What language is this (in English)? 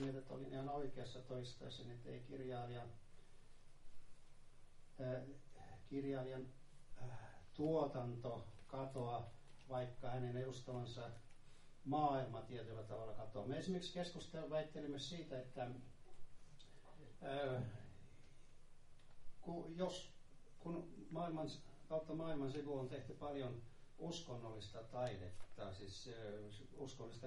Finnish